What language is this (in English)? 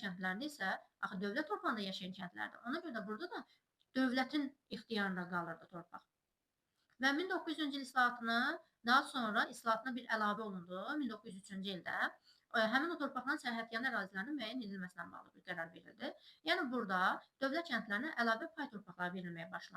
Azerbaijani